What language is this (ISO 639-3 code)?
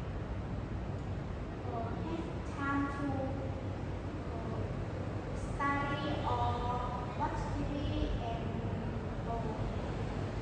eng